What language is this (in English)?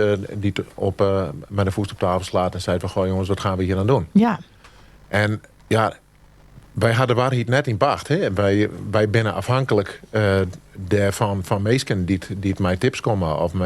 Western Frisian